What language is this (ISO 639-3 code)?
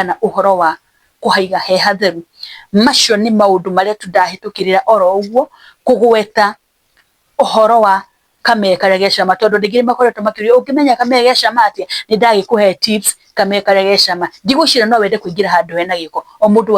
kik